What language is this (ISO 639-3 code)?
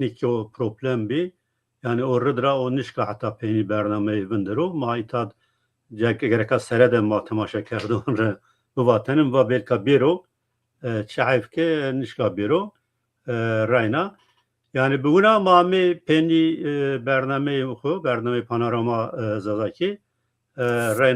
zza